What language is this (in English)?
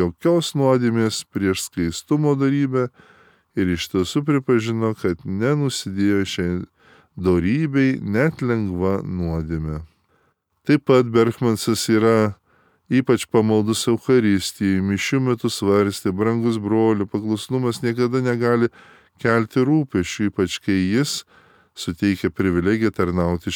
Lithuanian